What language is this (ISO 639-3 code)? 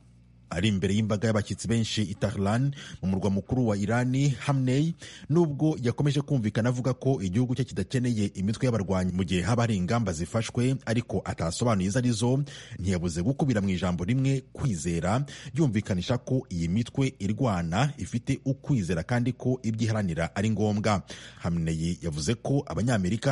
kin